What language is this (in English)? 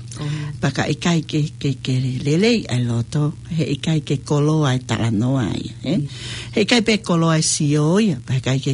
Tongan